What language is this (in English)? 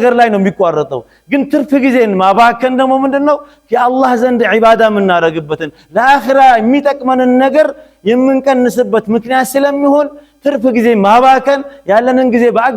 Amharic